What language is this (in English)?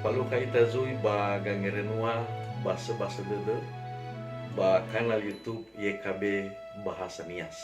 Nias